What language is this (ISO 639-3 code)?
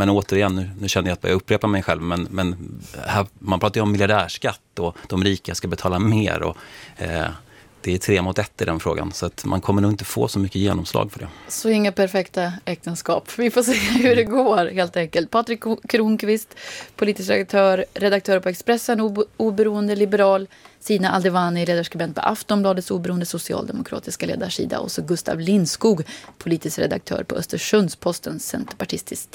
swe